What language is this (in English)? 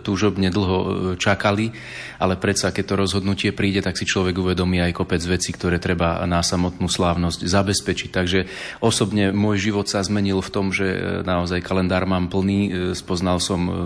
Slovak